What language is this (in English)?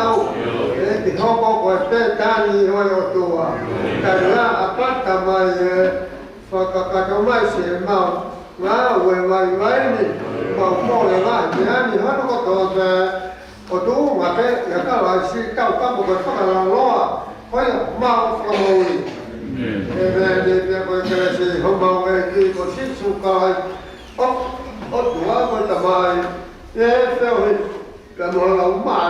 Tongan